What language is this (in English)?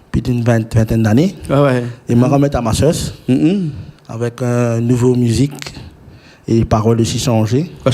Réunion Creole French